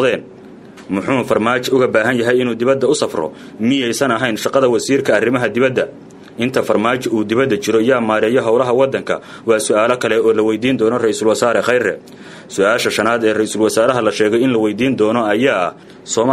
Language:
Somali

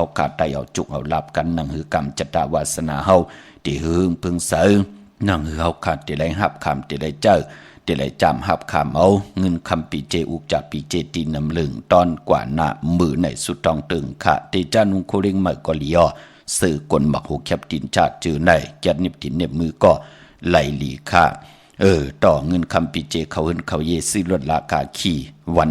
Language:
Shan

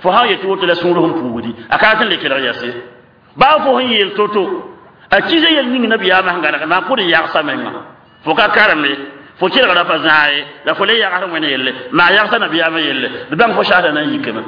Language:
Mossi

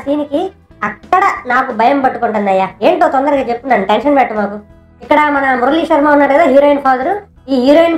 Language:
Telugu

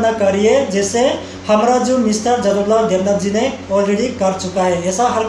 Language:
Riang (India)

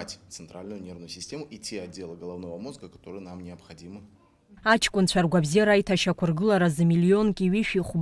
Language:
Abkhazian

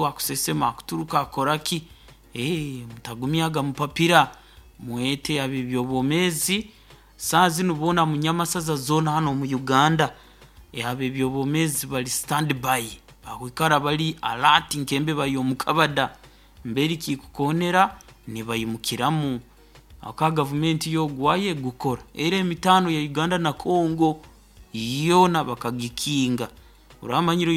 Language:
Nyoro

